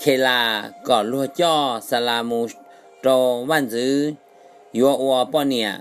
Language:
Hmong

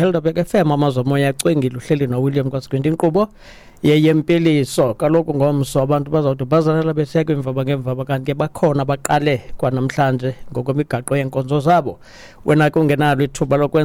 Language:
Xhosa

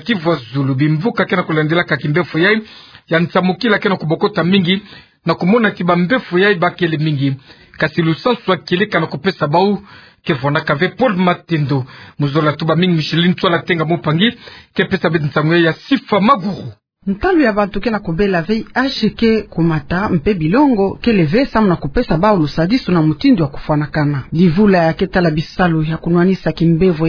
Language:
Kituba (Democratic Republic of Congo)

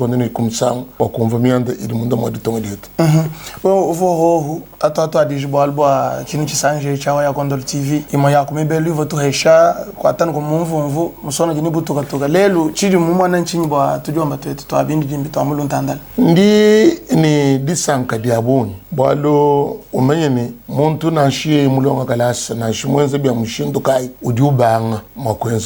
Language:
Luba-Lulua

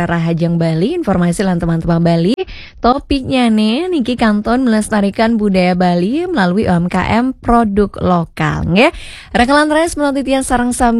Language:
Balinese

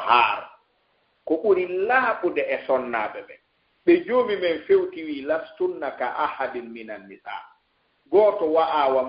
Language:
Fula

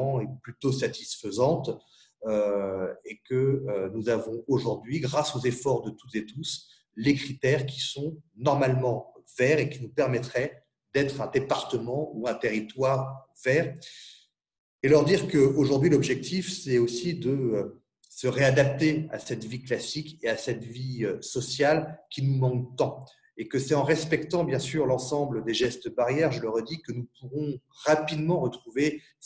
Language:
French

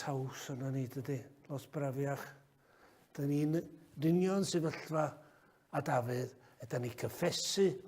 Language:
Welsh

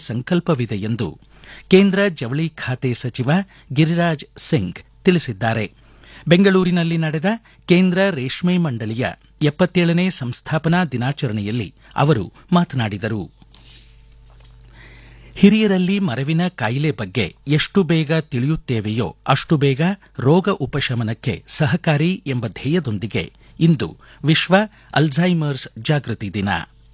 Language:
Kannada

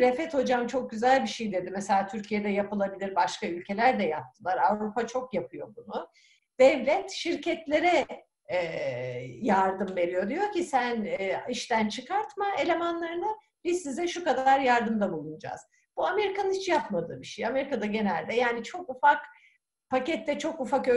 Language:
Turkish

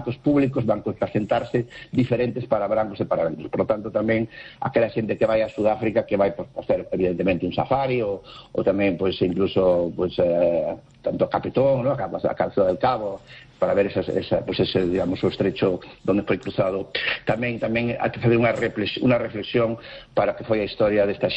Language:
Galician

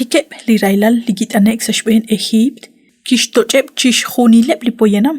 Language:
Kekchí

